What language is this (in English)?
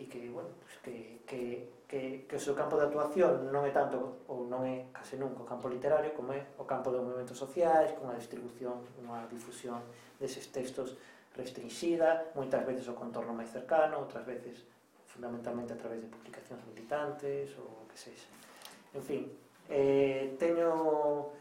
Galician